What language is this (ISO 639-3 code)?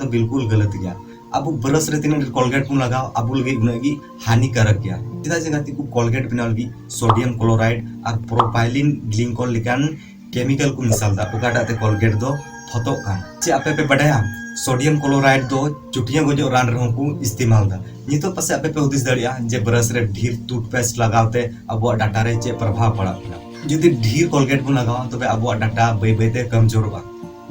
sat